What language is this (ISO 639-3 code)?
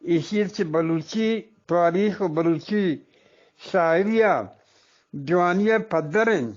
bgp